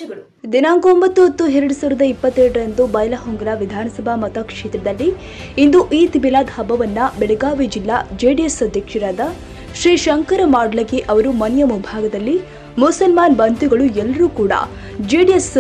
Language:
Kannada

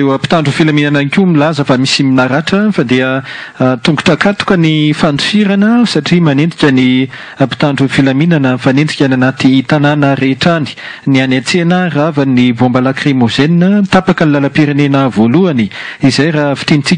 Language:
Malagasy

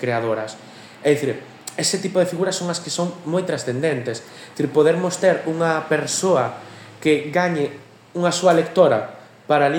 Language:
Galician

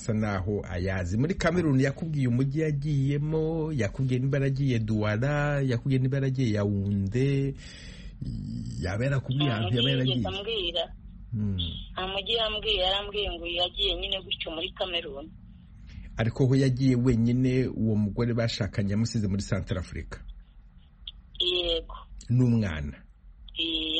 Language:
Kinyarwanda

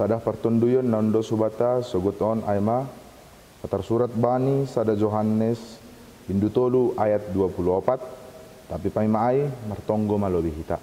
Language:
Batak Simalungun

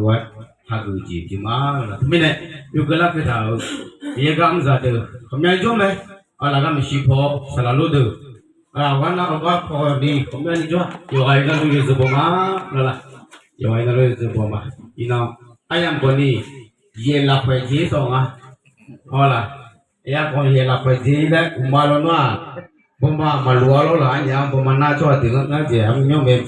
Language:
Akha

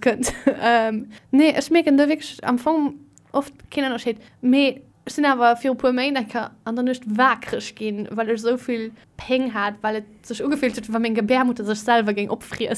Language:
Luxembourgish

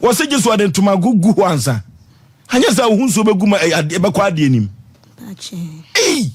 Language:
Akan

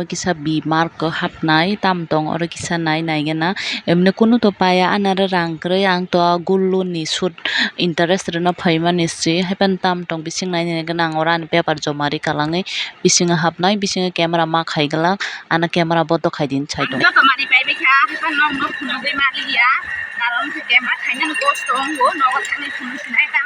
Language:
Kok Borok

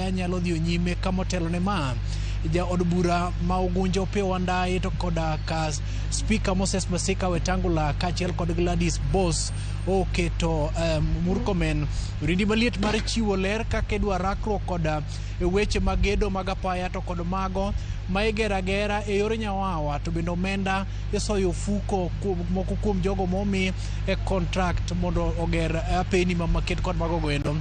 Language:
Luo (Kenya and Tanzania)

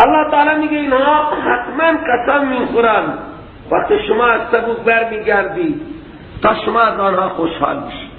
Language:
Persian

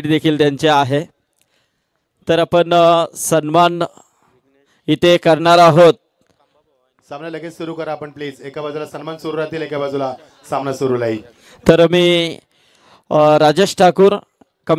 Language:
Marathi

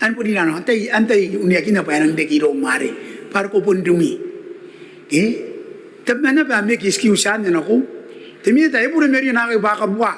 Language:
Gilbertese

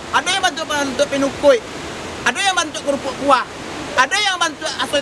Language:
Minangkabau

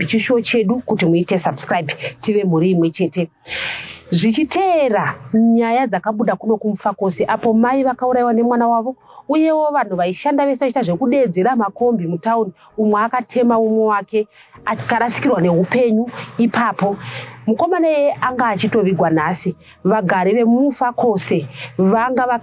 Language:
Shona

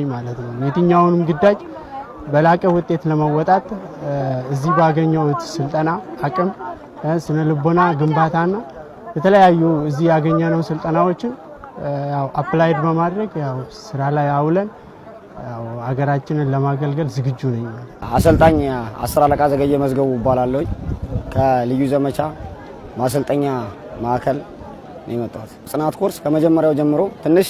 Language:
Amharic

